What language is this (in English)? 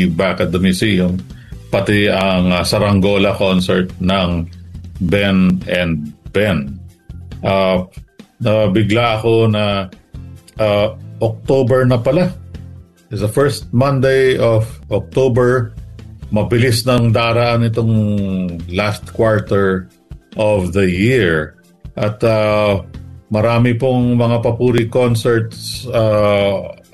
Filipino